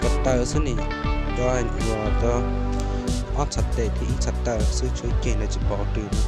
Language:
Hmong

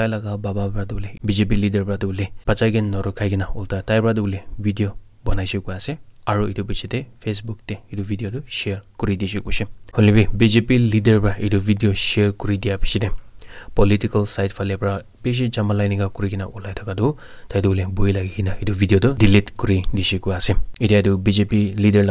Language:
Naga Pidgin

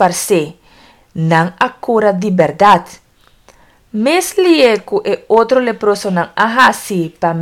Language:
Papiamento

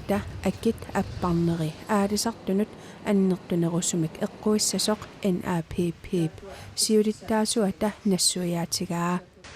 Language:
Kalaallisut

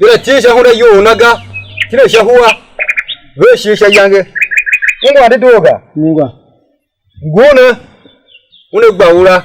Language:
Tiv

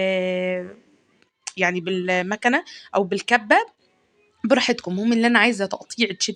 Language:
Egyptian Arabic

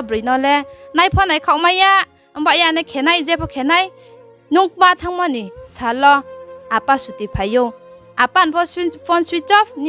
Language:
Riang (India)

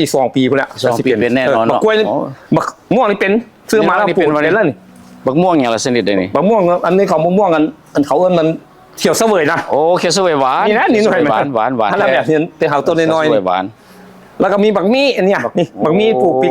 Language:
Lao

